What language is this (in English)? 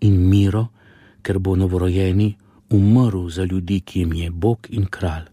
Slovenian